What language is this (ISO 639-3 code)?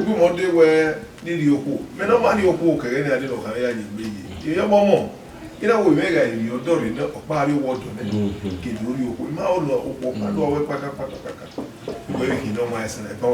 bin